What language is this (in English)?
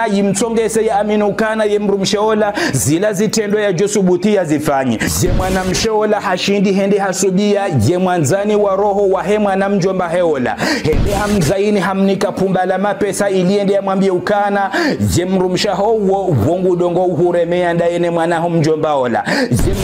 Ngazidja Comorian